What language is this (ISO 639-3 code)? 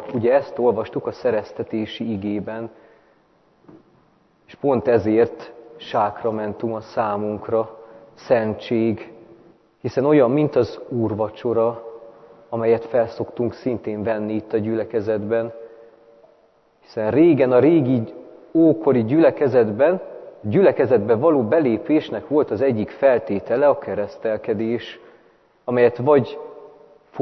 hun